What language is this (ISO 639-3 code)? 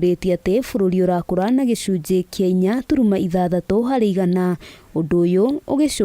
kik